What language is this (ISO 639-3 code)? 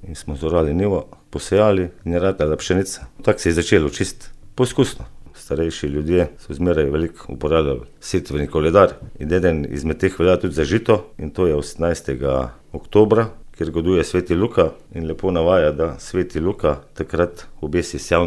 slv